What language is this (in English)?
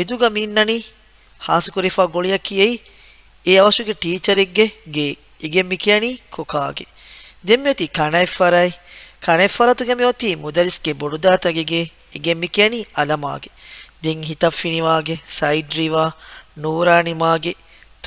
Divehi